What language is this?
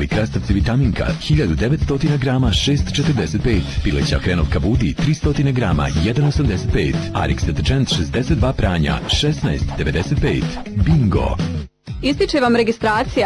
Bosnian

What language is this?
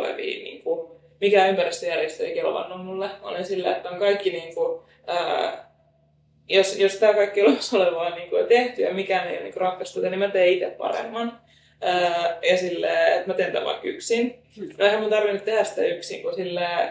Finnish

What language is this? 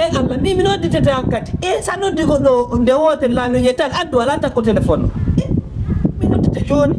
Fula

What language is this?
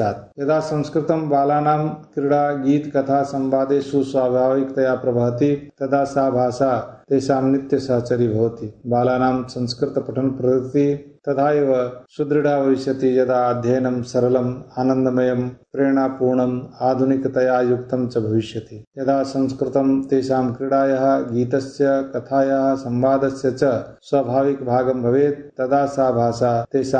Sanskrit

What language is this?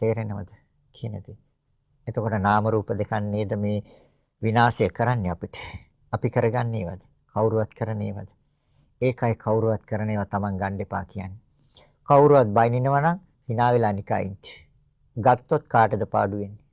Sinhala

